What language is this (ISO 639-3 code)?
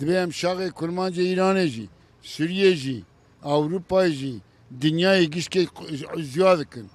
kur